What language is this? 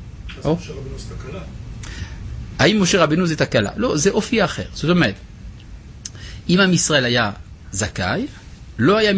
Hebrew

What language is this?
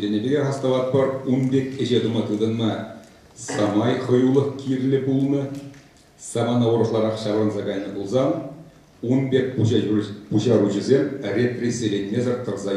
Chuvash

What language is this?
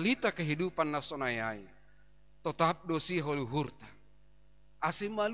Batak Simalungun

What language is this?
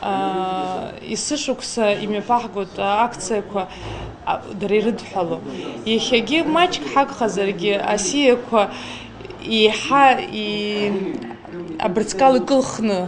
Abkhazian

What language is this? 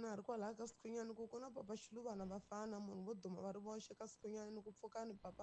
Tsonga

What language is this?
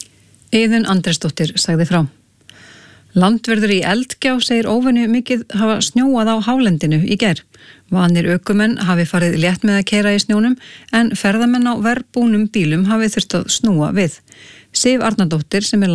Icelandic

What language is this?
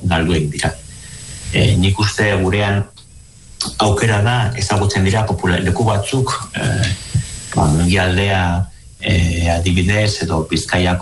Basque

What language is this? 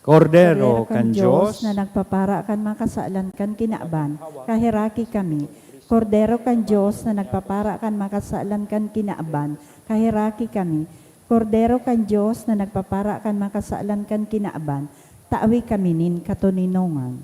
Bikol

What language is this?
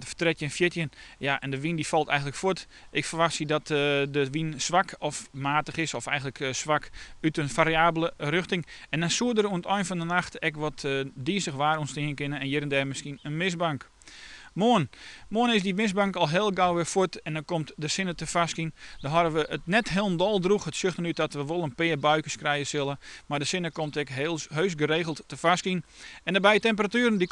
Western Frisian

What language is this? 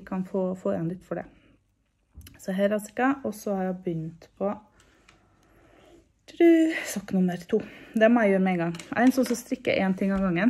Norwegian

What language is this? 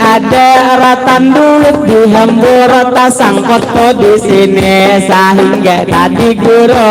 Banjar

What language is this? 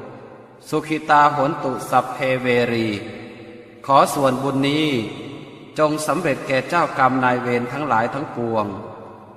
Pali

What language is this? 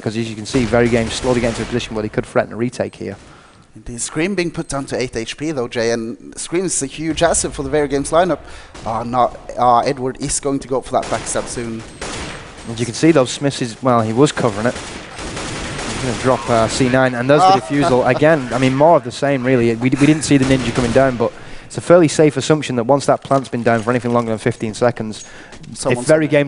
English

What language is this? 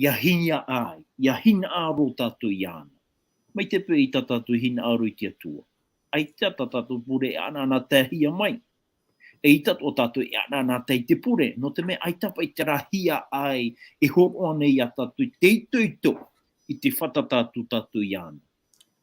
Tahitian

